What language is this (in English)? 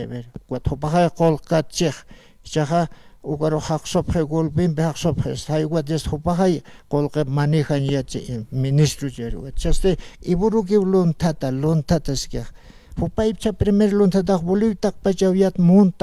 Aymara